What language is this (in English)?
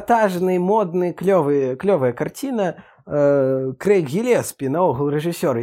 Belarusian